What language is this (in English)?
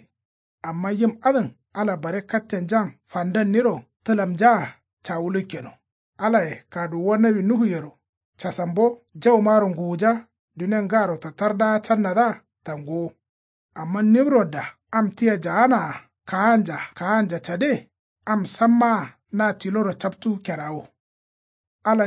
Kanuri